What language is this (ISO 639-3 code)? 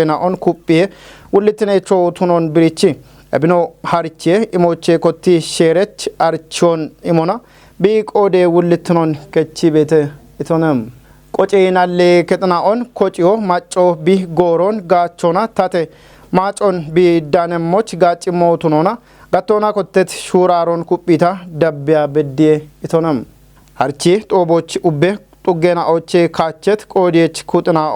kbr